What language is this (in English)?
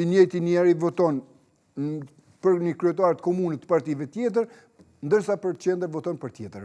Albanian